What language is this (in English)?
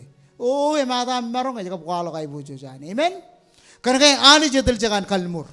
Marshallese